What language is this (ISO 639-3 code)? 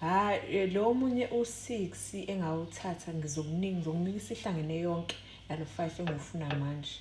zul